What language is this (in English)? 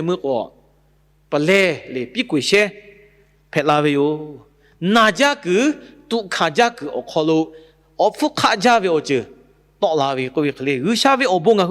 Lahu